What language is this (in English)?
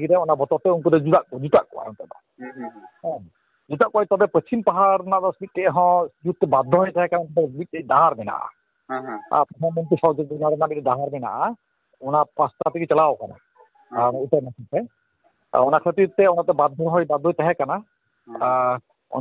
Santali